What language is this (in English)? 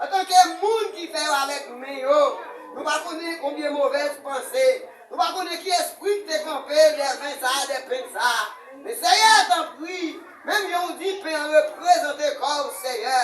Haitian Creole